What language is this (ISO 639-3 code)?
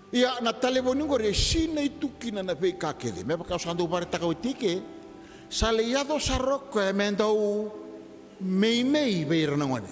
fij